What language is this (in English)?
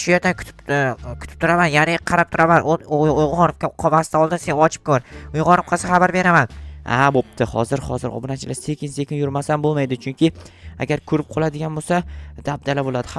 Uzbek